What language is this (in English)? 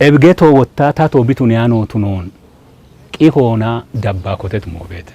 Kafa